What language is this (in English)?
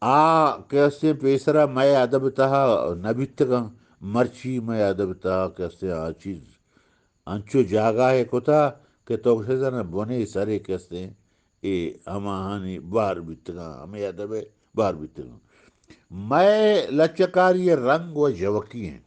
Eastern Balochi